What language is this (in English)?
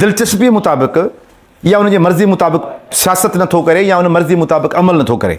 Sindhi